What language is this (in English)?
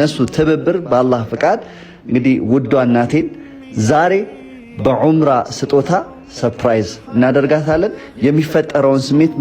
Amharic